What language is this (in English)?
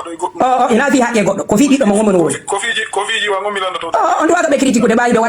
Fula